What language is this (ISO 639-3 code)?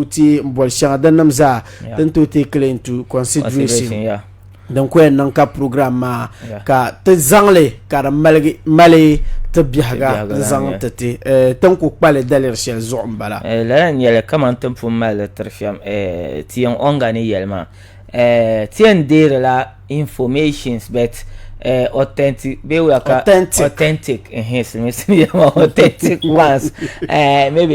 dag